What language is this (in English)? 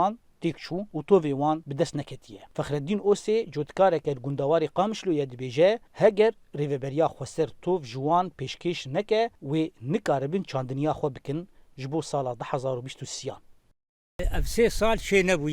Kurdish